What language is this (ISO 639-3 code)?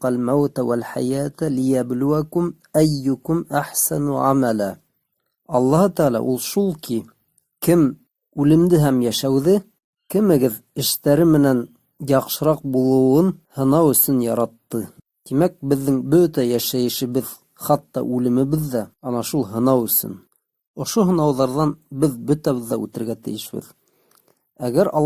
bak